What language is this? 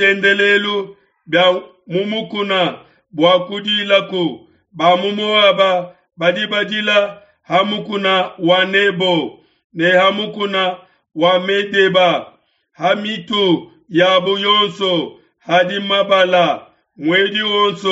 Luba-Lulua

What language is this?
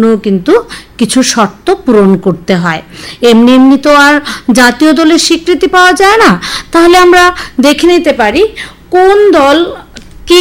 Bangla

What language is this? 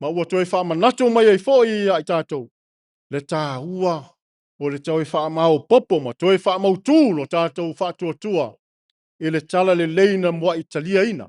Samoan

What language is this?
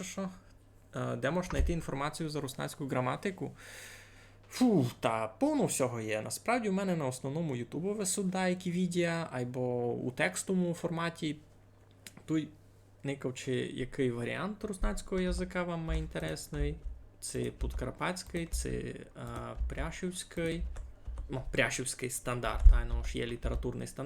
Rusyn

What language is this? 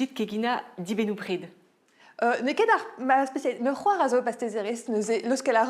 Breton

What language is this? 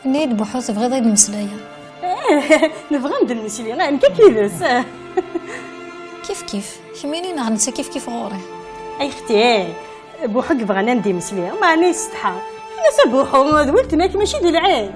Kabyle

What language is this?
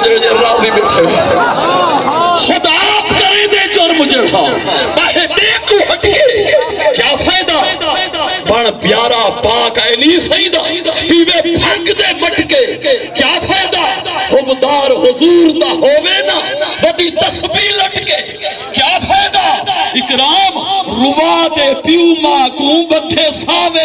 Saraiki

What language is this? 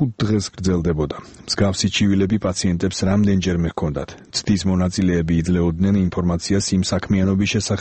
Georgian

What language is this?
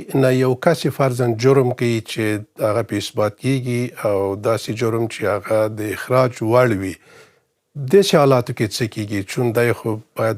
Pashto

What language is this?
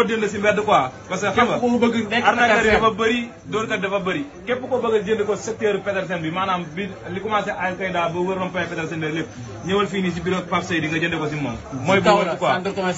Wolof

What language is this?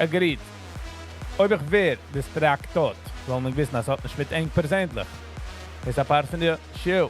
Yiddish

